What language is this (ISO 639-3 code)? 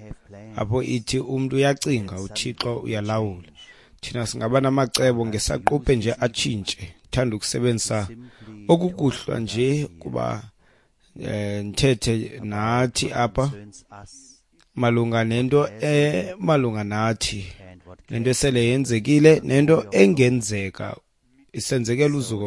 xho